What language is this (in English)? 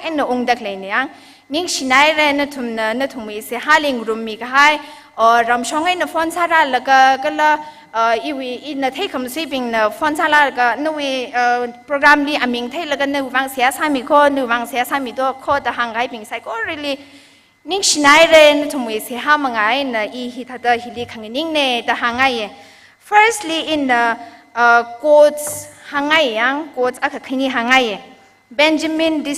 Tangkhul Naga (India)